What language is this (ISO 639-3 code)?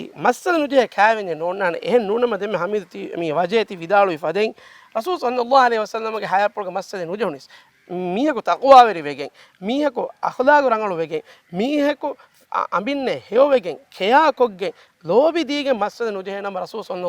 div